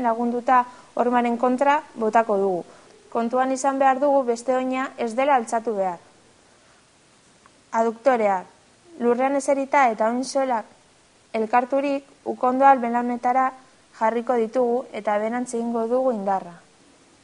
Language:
Basque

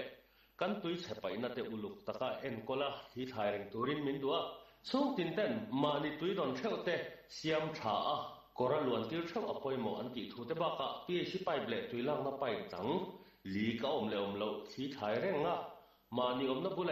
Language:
Mizo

